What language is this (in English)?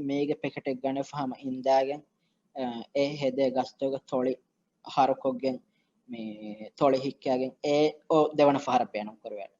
Divehi